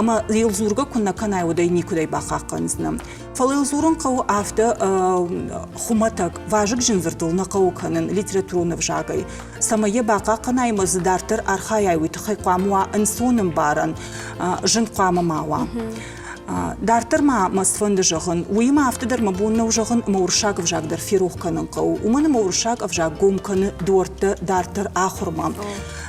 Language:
Ossetic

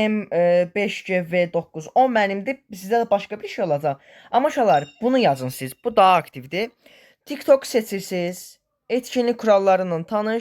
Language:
Azerbaijani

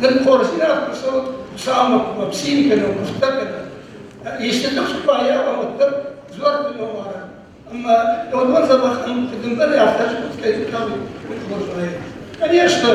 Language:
Ossetic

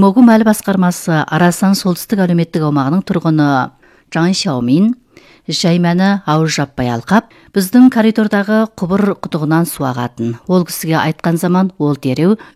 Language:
Kazakh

